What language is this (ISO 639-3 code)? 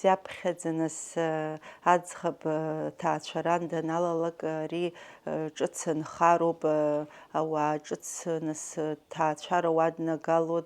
abk